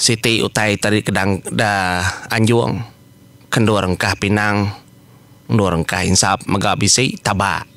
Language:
Iban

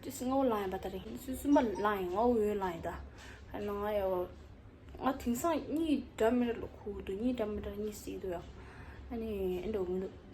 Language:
Tibetan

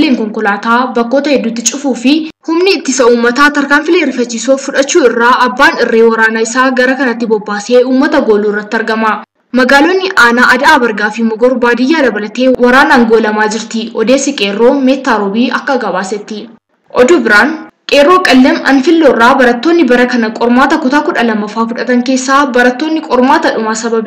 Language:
Oromo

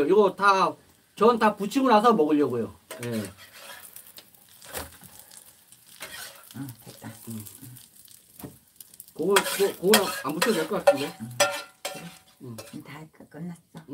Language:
Korean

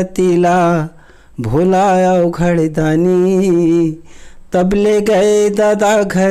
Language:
Chhattisgarhi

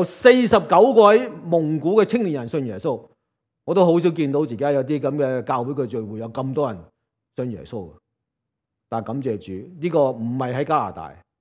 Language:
Cantonese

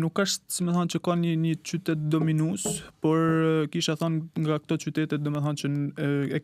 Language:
Albanian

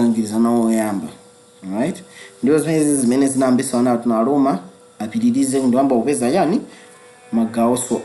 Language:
Nyanja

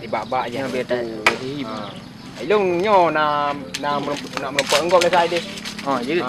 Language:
Achinese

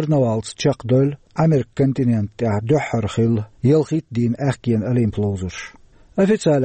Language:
Chechen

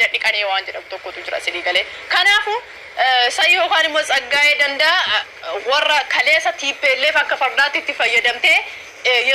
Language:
Oromo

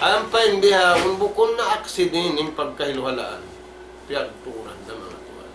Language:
Tausug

